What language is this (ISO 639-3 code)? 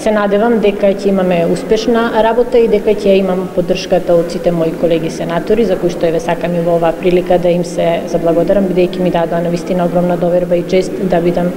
mkd